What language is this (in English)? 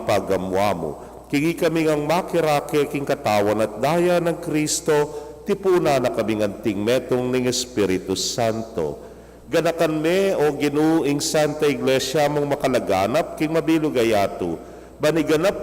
Pampanga